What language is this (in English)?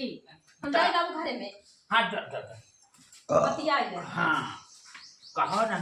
Awadhi